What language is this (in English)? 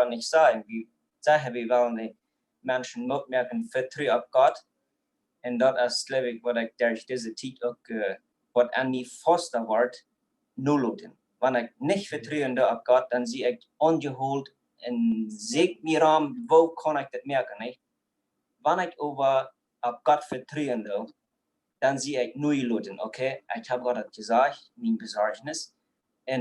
Plautdietsch